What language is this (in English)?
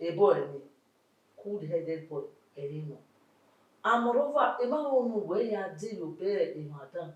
Bini